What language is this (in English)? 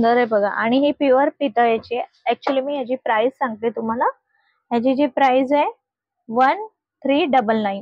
Marathi